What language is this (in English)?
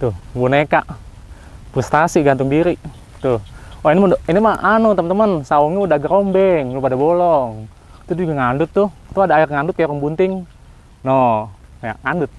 Betawi